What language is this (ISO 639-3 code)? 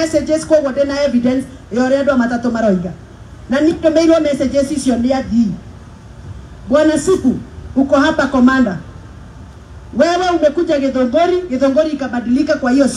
kik